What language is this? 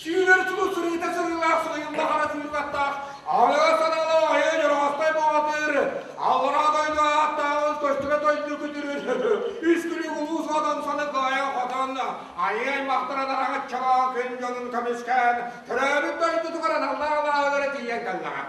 Yakut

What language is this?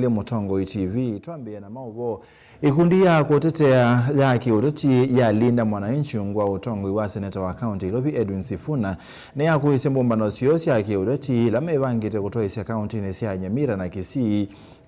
Kamba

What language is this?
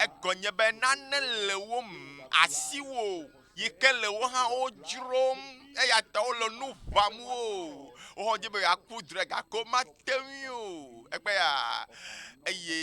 Ewe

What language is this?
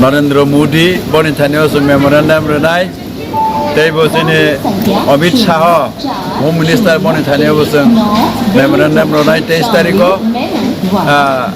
Kok Borok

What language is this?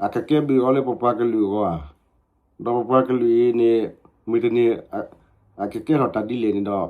S'gaw Karen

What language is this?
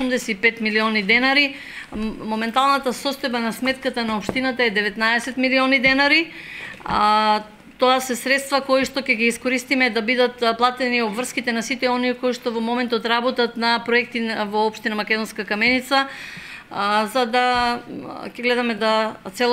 Macedonian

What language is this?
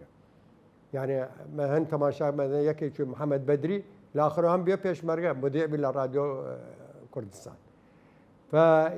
Southern Kurdish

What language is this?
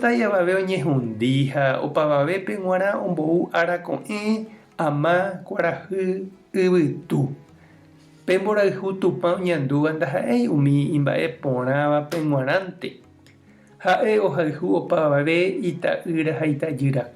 Guarani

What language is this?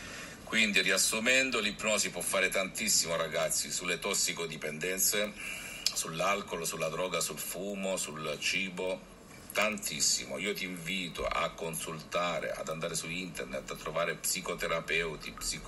Italian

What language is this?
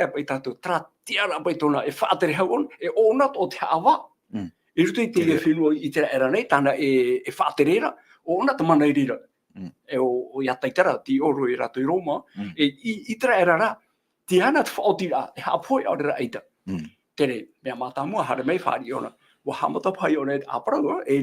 Tahitian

